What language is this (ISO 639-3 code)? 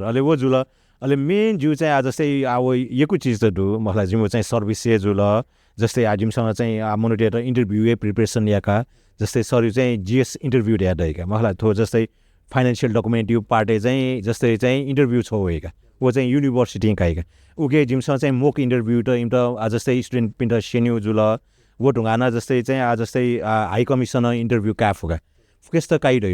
new